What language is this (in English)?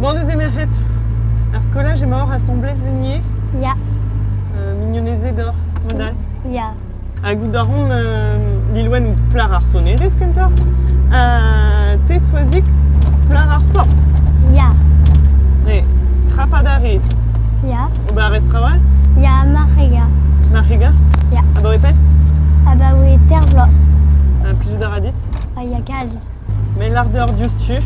Breton